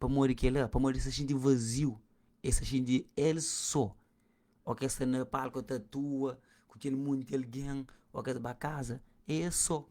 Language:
Kabuverdianu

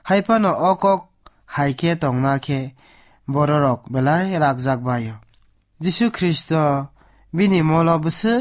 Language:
Kok Borok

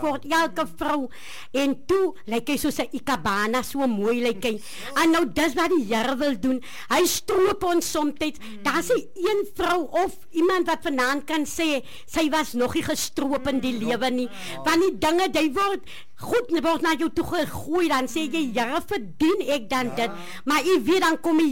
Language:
Afrikaans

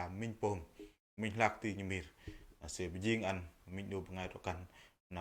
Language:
Bahnar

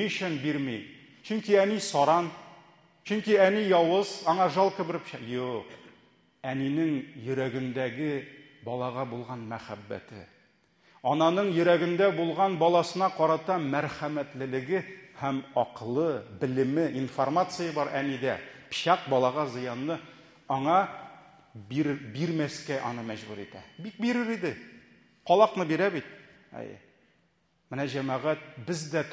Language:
Tatar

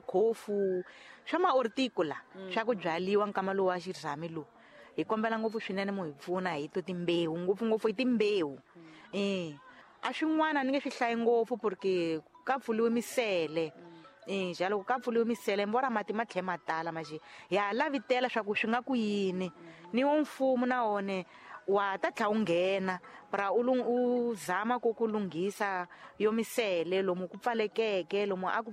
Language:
Tsonga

